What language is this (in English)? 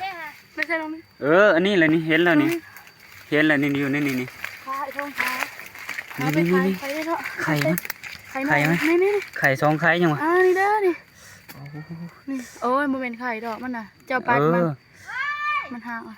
Northeastern Thai